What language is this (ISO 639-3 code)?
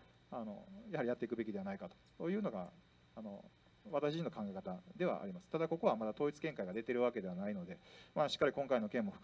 jpn